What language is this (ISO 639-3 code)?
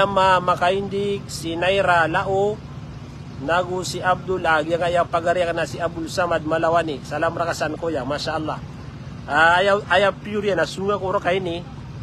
mrw